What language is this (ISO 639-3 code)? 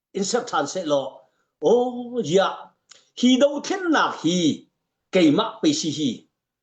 cnh